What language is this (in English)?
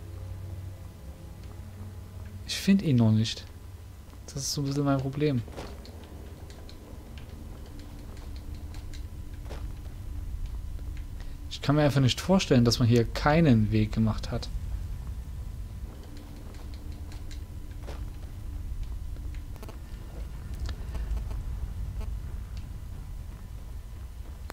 German